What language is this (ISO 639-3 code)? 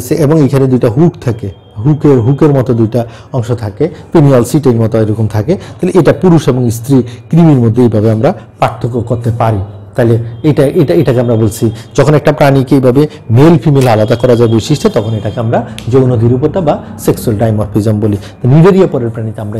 ben